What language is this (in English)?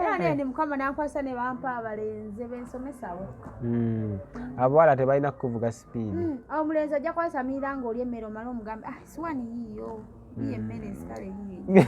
Ganda